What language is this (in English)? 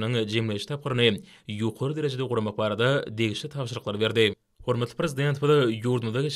Turkmen